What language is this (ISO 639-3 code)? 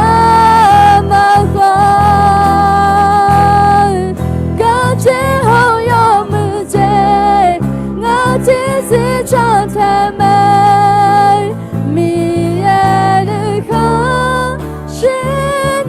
ahk